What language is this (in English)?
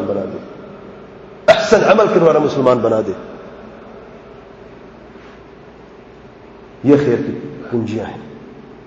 Urdu